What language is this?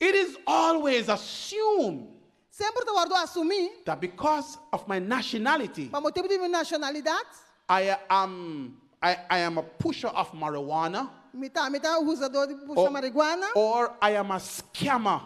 Papiamento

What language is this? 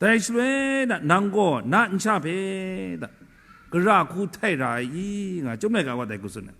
Kachin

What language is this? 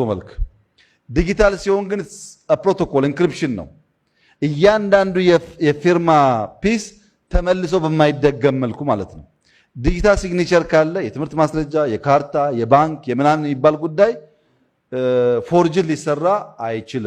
Amharic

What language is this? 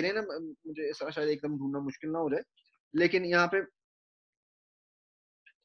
Urdu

